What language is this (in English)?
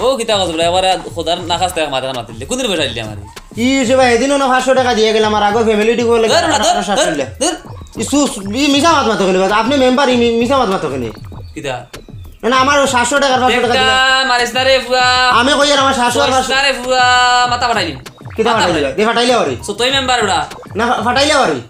Sylheti